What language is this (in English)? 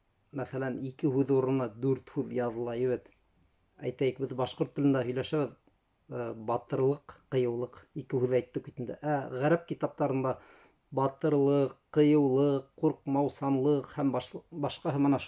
Bashkir